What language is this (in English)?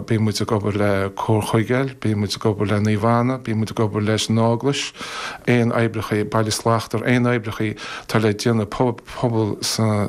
Irish